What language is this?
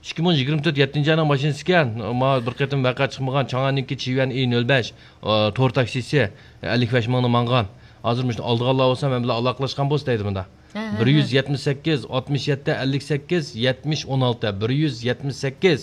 Uyghur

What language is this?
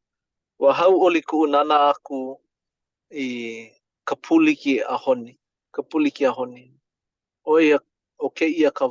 Hawaiian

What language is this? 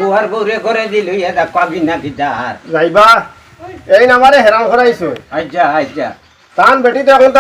Sylheti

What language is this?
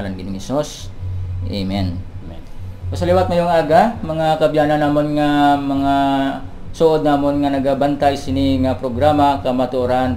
Hiligaynon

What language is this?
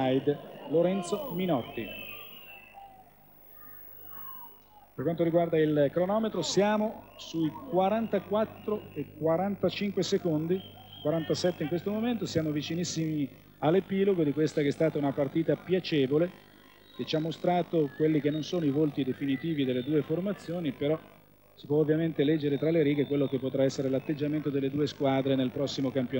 Italian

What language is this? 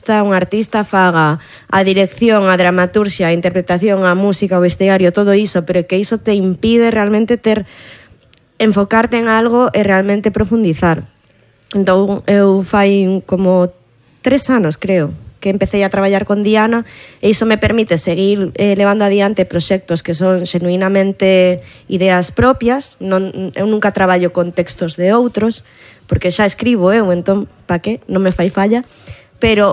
Galician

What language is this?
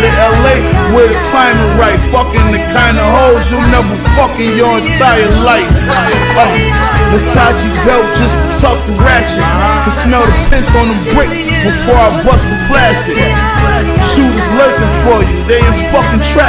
English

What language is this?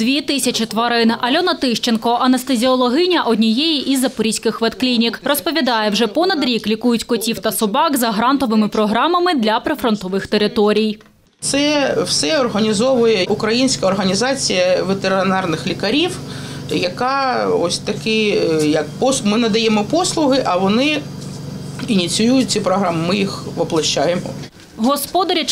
Ukrainian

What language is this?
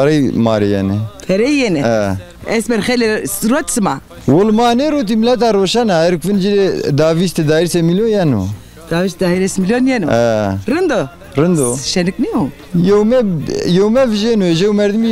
Zaza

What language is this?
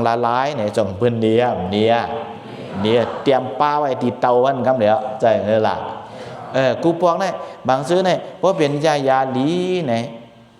Shan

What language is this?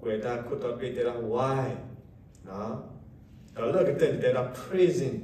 S'gaw Karen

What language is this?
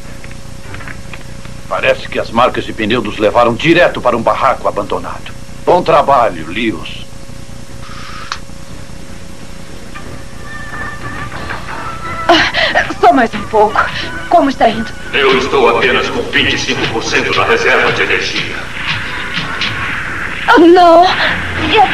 Portuguese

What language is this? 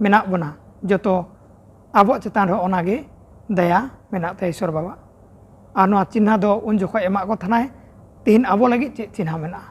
Santali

